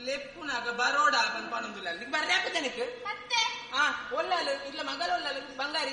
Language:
Tulu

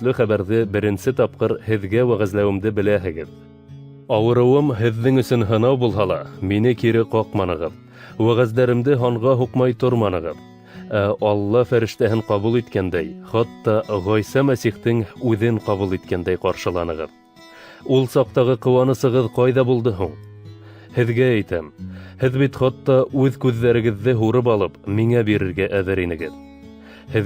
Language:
Bashkir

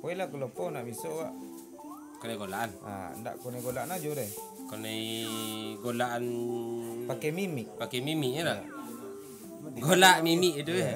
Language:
Minangkabau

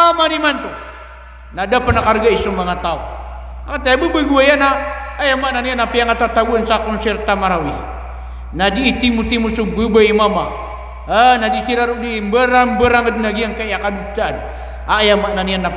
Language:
Maranao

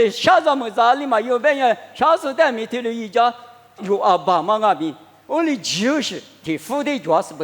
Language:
Lisu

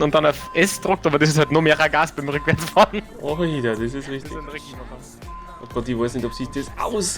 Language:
Bavarian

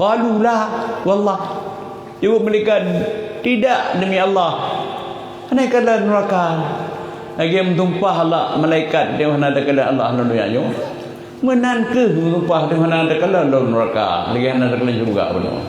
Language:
Achinese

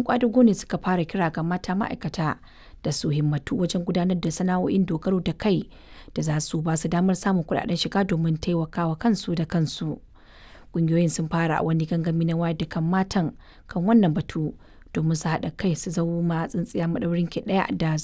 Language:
Hausa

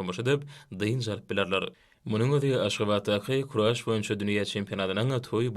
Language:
Turkmen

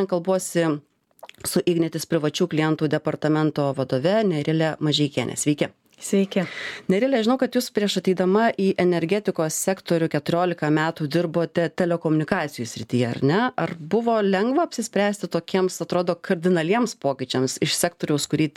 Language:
Lithuanian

